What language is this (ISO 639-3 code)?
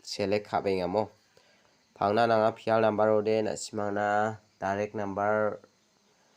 grt